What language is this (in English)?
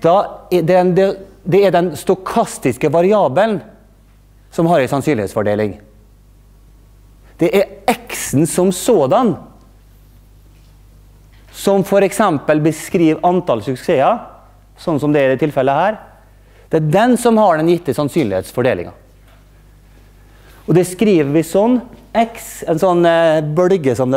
Norwegian